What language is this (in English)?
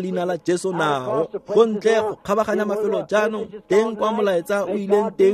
Tswana